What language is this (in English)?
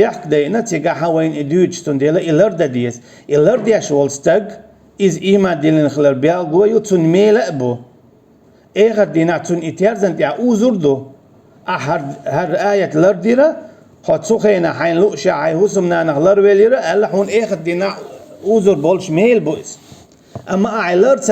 Chechen